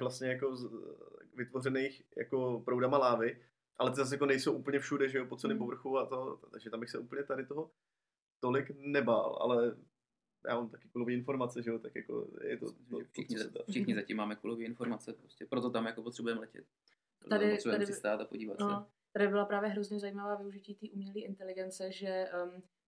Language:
Czech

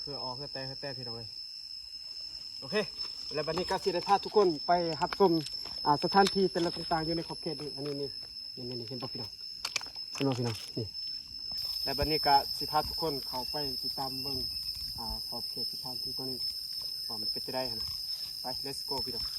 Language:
Lao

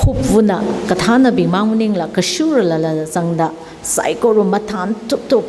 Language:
Tangkhul Naga (India)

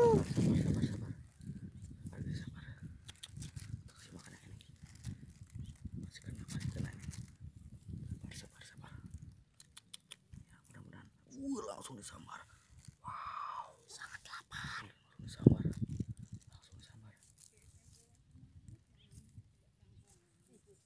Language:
Indonesian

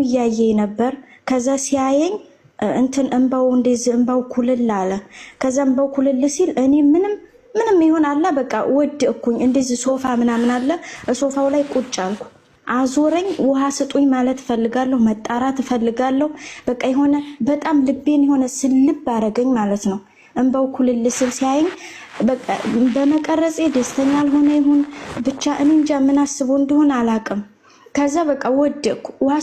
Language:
Amharic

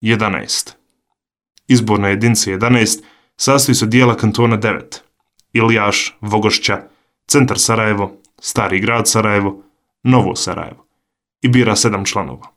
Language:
Bosnian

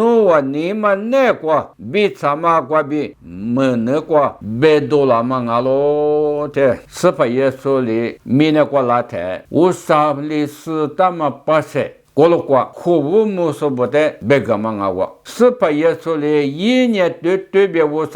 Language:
Lisu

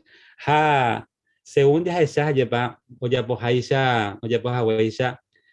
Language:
Guarani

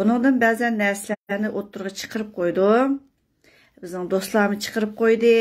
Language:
Uyghur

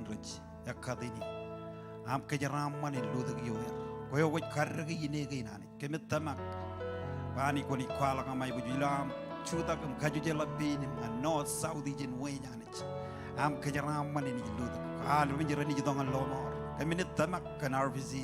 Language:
Marshallese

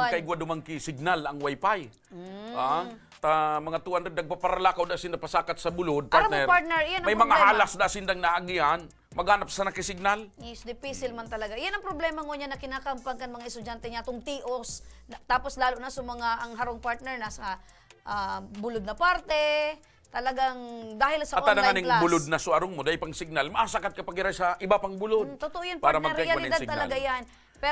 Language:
Bikol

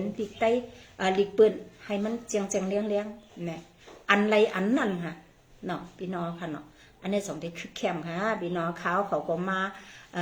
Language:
Shan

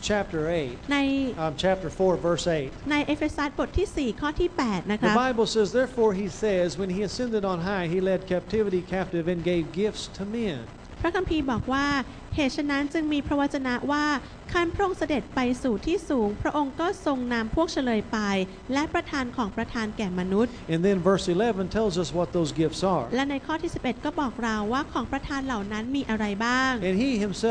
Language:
Thai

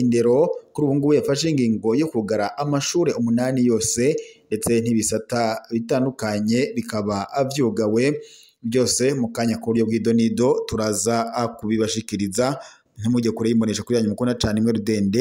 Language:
Rundi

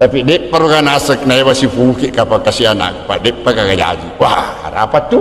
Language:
Buginese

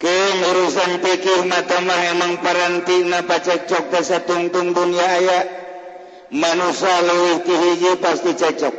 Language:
Sundanese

